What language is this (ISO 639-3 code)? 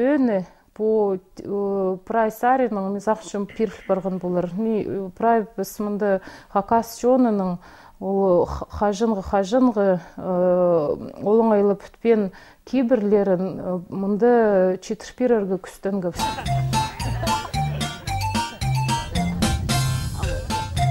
kjh